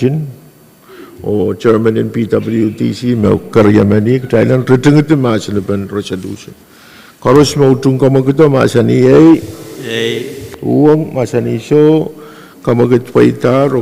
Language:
Pohnpeian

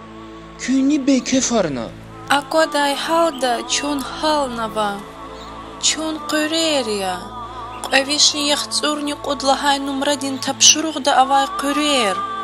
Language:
Lezghian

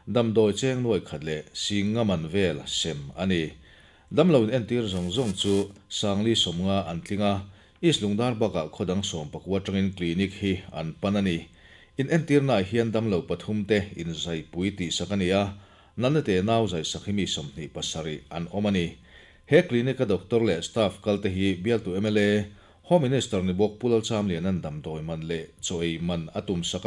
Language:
Mizo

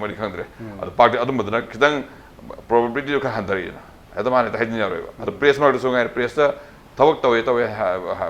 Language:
Manipuri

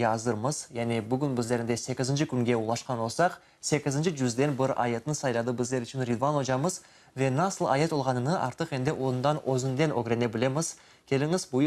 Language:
Crimean Tatar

